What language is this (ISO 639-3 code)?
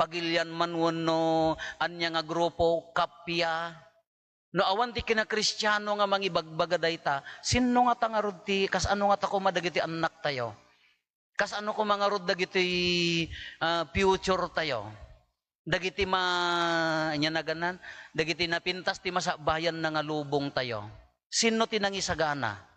ilo